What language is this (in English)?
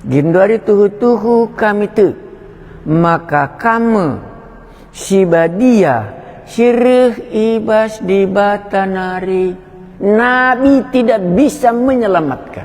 Batak Karo